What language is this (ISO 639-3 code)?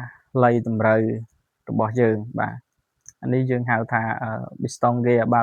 khm